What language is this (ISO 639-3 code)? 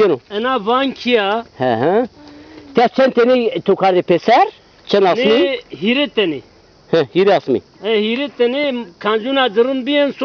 zza